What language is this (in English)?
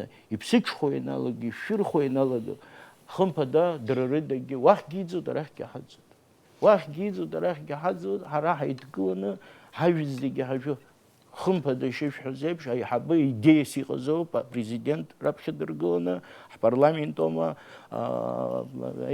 Abkhazian